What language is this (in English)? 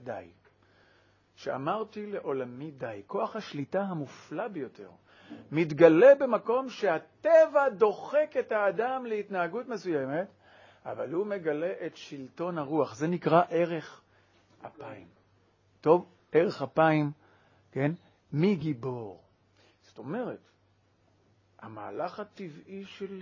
Hebrew